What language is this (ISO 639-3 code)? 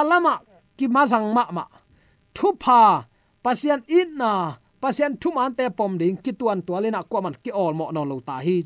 ctd